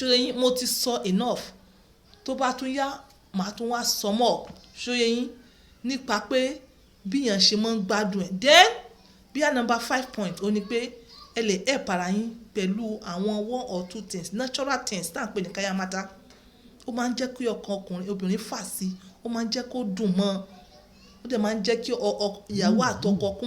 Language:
Yoruba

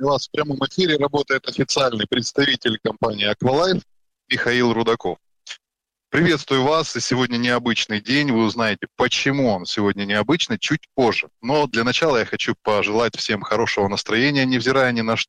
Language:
Russian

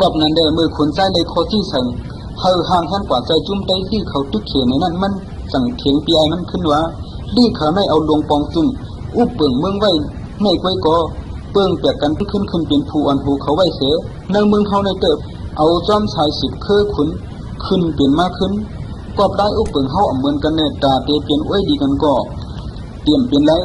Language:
Shan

